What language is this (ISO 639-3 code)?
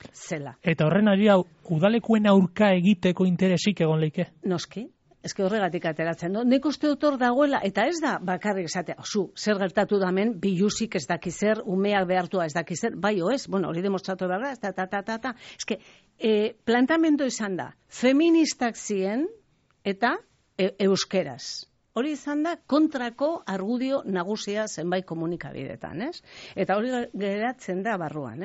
eus